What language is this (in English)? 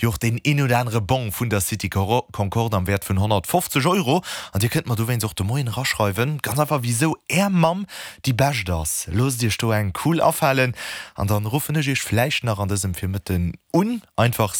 Luxembourgish